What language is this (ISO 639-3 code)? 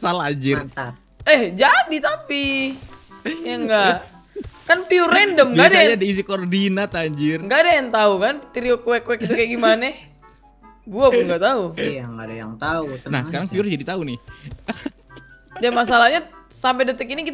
ind